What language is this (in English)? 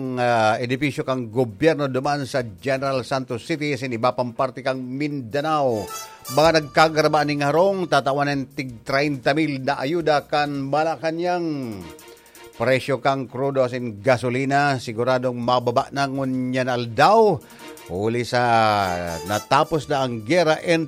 Bikol